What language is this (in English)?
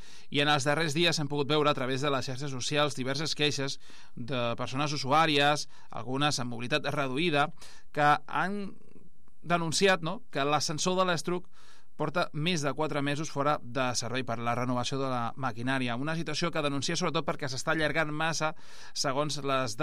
Catalan